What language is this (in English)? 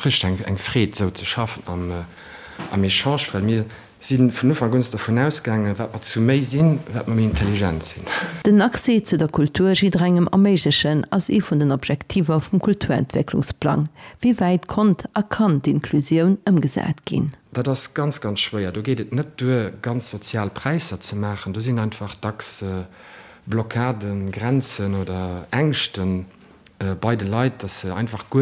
Luxembourgish